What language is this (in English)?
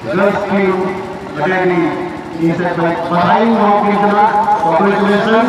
Santali